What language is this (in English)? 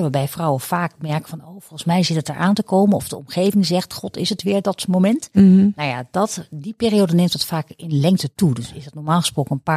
Dutch